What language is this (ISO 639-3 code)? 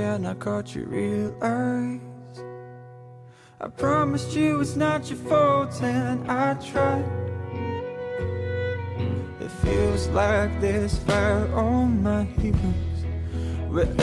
eng